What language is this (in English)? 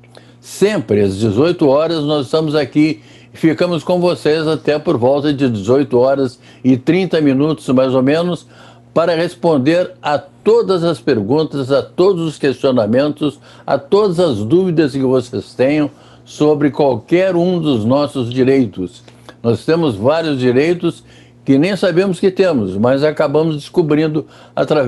Portuguese